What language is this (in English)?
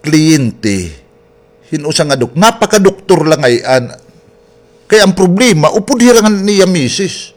Waray